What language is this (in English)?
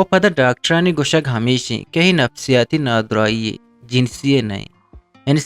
Eastern Balochi